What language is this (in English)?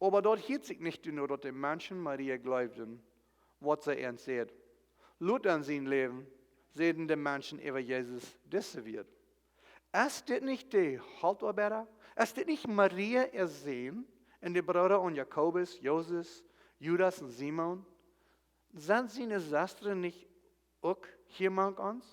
Plautdietsch